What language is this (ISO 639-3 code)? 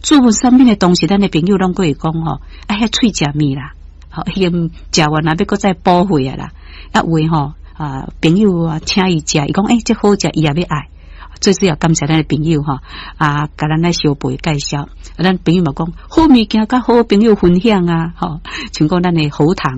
nan